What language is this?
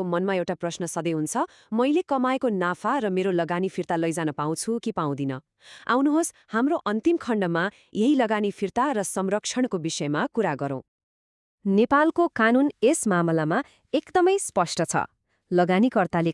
Nepali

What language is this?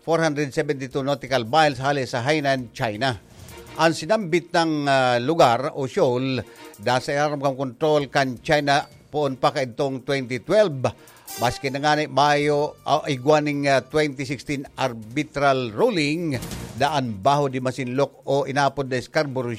Bikol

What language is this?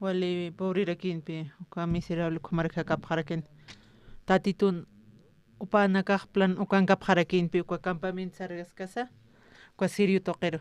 Aymara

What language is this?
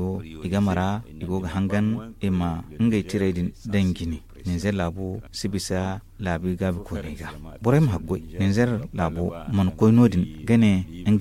Zarma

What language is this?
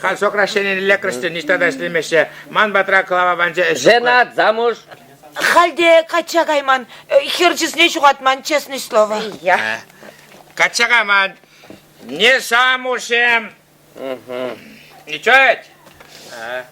Chuvash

